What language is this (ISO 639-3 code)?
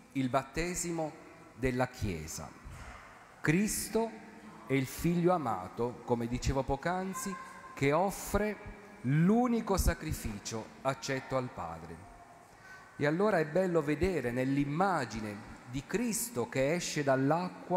ita